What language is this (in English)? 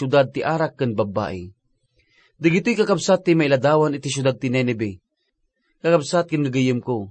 Iloko